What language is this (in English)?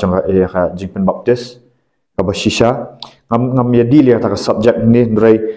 Khasi